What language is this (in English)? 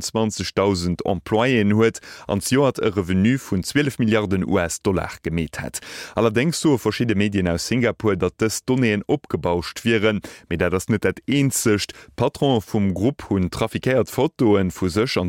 Luxembourgish